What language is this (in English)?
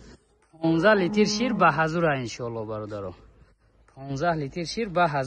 Tajik